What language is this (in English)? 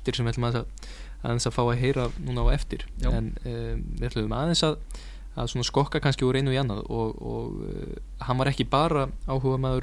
Icelandic